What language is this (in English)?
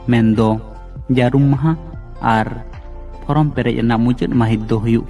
Santali